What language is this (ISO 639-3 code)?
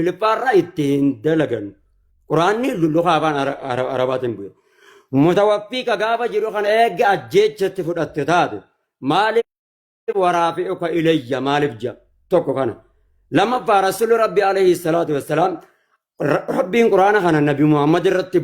orm